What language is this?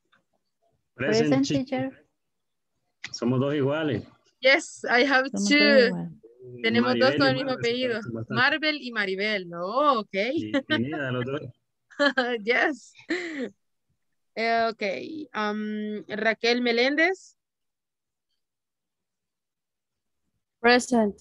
Spanish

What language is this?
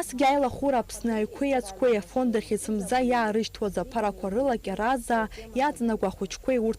Abkhazian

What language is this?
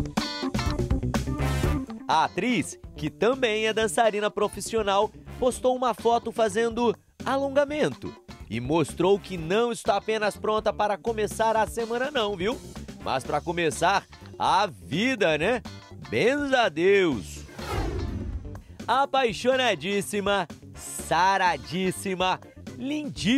Portuguese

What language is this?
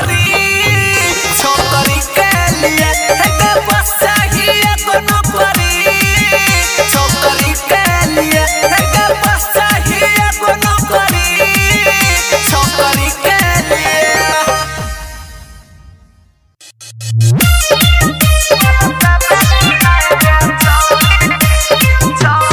Bhojpuri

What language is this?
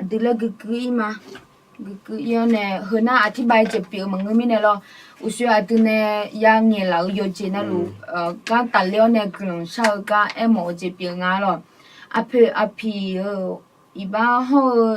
Akha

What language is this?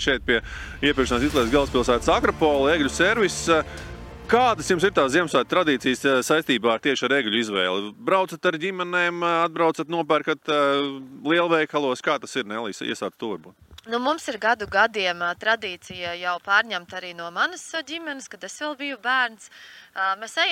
Latvian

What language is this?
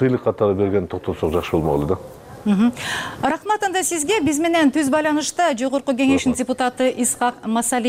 Kyrgyz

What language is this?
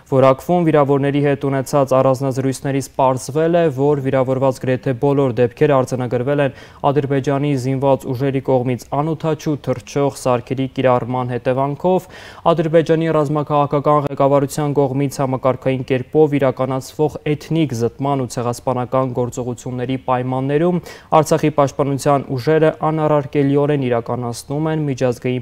Armenian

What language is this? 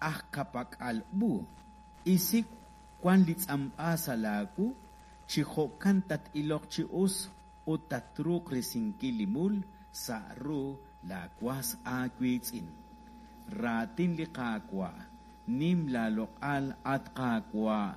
Kekchí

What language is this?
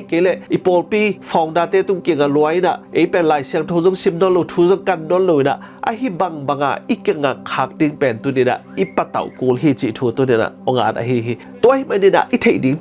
Tedim Chin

